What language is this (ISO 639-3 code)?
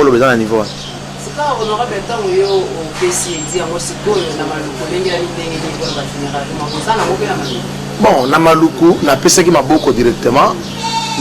lin